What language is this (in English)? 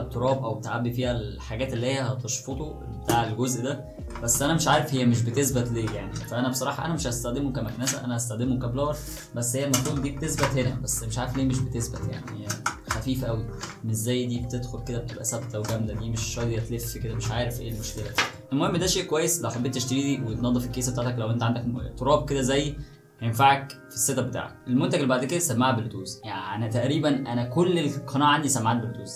Egyptian Arabic